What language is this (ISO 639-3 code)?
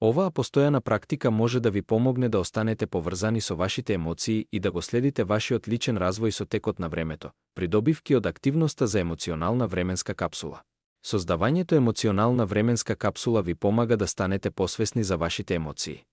mkd